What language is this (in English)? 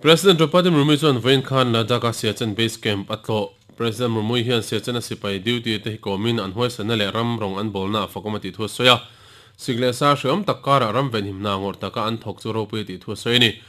Mizo